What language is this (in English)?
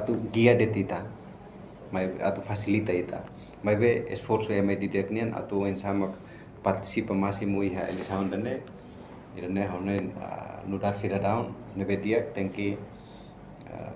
Tetum